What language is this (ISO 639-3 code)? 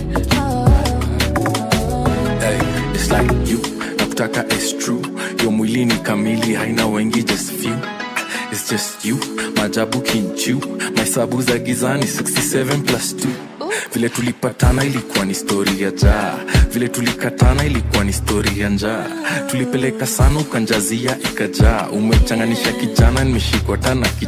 swa